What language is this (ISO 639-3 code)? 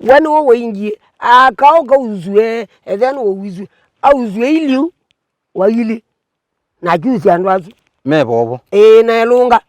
kam